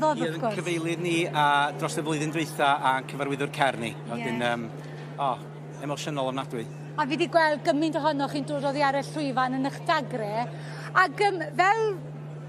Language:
Welsh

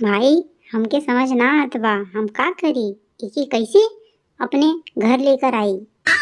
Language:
Bhojpuri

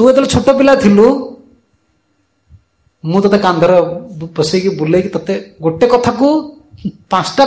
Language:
Odia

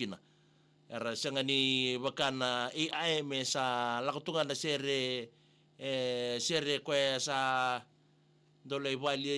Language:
Fijian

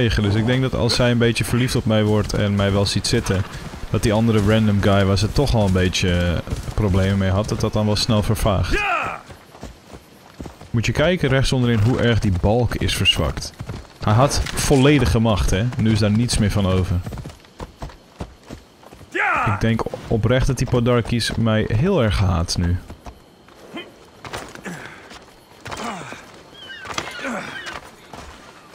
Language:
Dutch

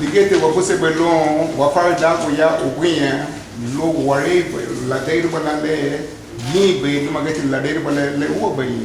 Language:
Garifuna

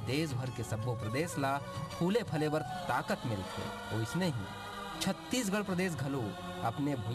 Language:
Chhattisgarhi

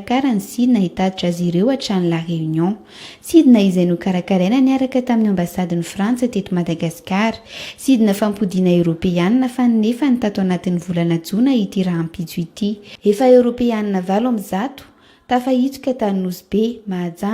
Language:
Malagasy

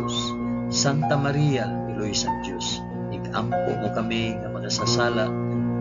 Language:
Hiligaynon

